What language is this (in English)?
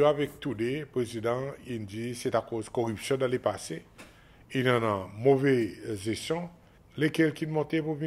Seselwa Creole French